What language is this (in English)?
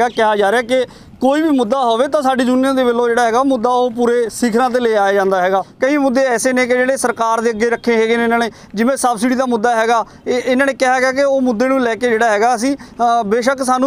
Punjabi